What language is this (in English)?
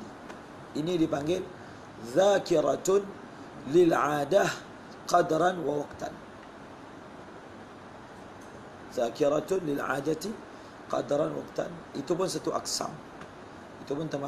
Malay